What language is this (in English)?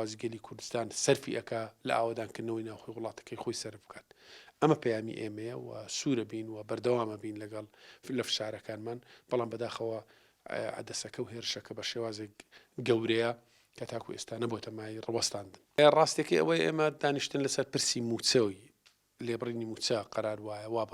Central Kurdish